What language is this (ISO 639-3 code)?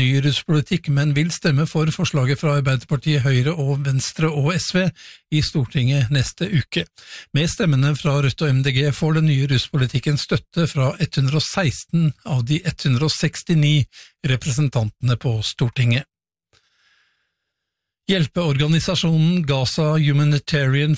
nor